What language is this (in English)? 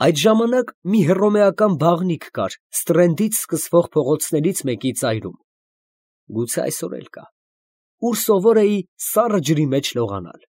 Armenian